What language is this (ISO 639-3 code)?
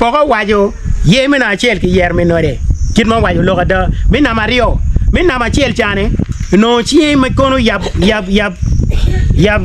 ach